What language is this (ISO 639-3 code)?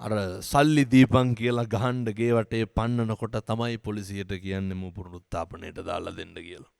sin